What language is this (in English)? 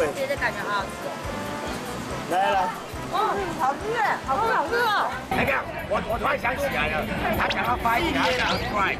Chinese